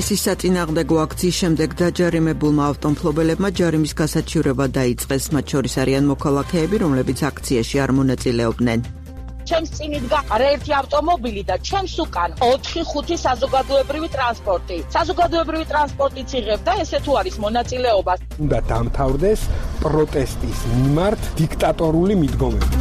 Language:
Georgian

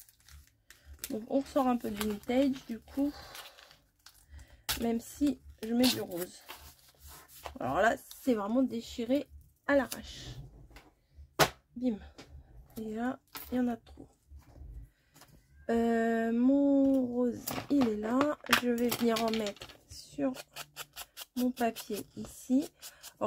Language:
French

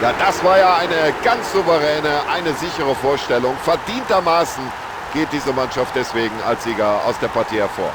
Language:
Bavarian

